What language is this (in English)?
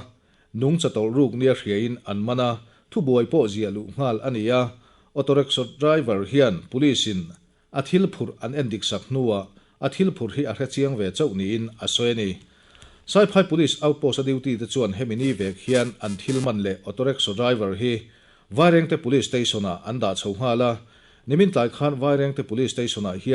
Mizo